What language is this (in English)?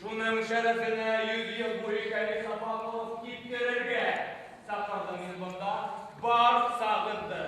Bashkir